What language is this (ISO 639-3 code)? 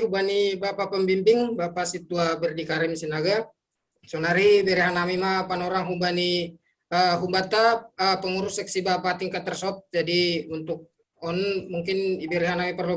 bts